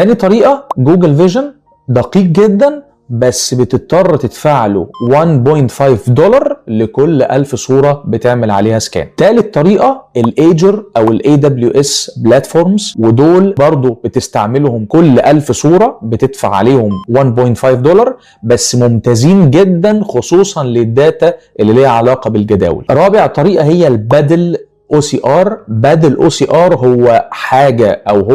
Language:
Egyptian Arabic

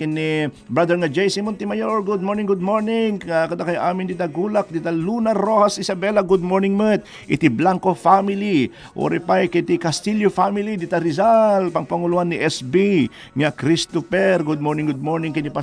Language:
Iloko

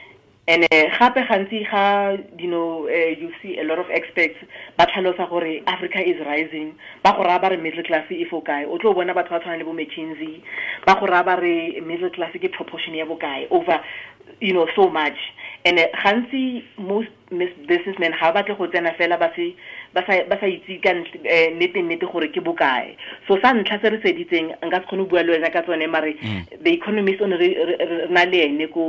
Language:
Tswana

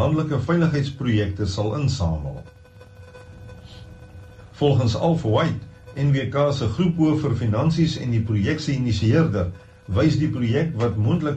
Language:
Afrikaans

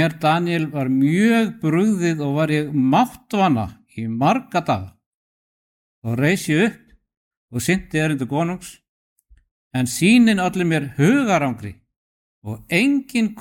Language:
Icelandic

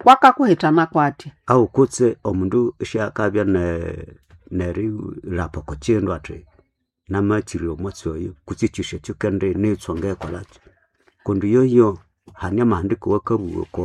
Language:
Nande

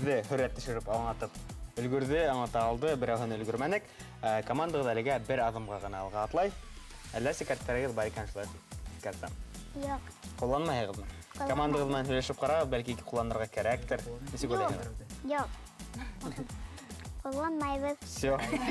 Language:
Bashkir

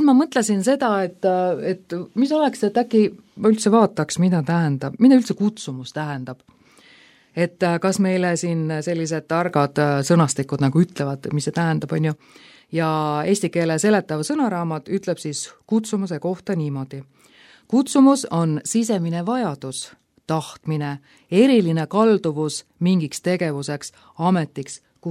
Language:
Estonian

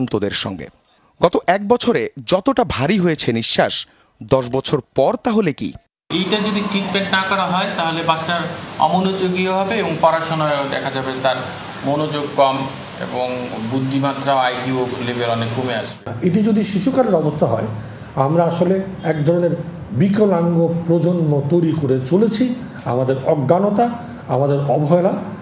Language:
Bangla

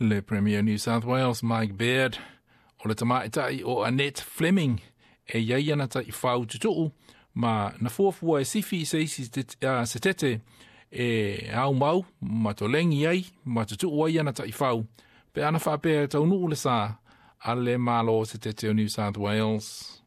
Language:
Samoan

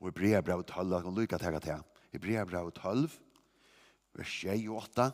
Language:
Faroese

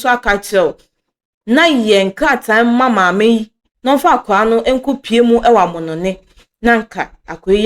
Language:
Akan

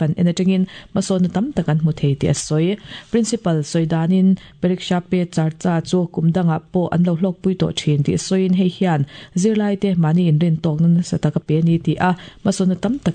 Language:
Mizo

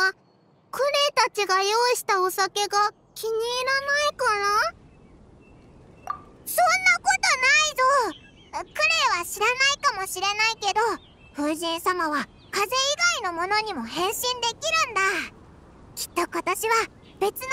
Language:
Japanese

